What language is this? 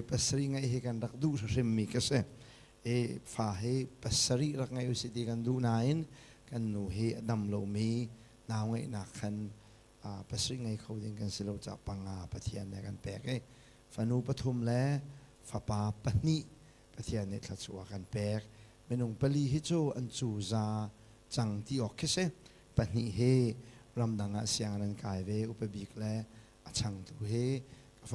Hakha Chin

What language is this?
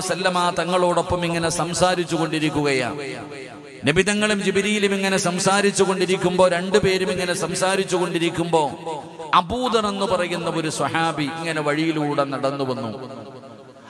Malayalam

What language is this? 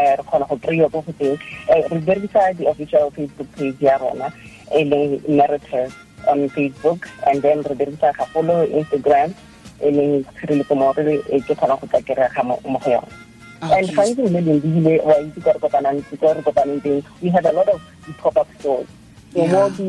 Tswana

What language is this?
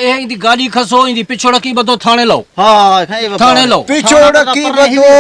Saraiki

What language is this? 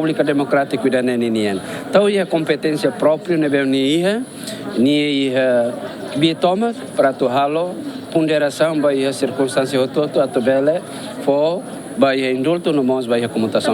Tetum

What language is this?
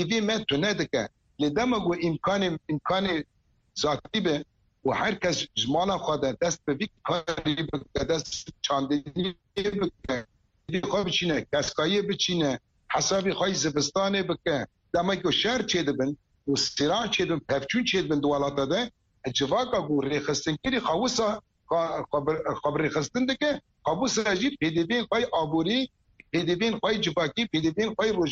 Kurdish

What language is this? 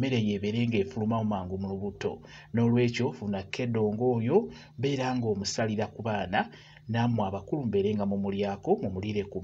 Ganda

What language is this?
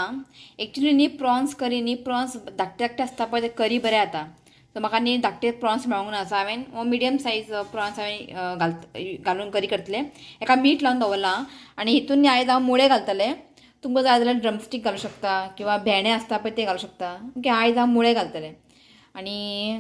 Konkani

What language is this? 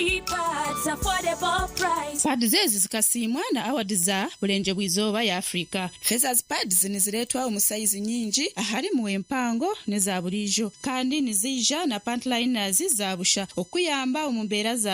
Nyankole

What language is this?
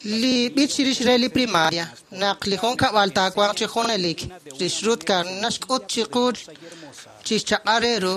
Kekchí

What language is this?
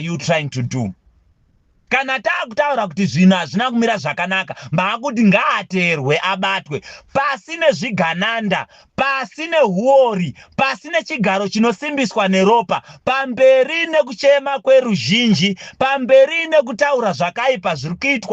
Shona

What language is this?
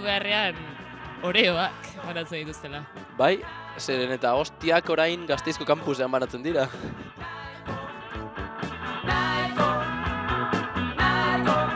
Basque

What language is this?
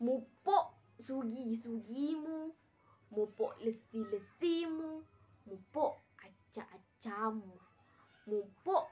Buginese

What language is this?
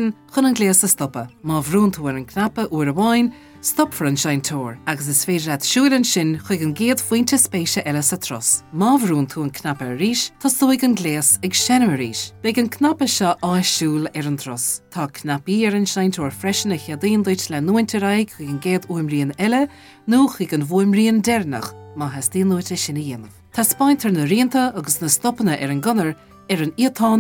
Irish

